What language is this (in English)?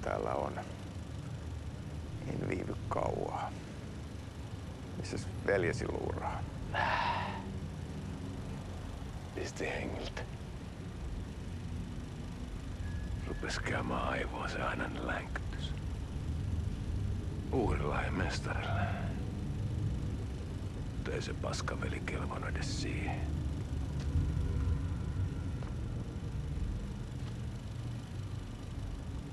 Finnish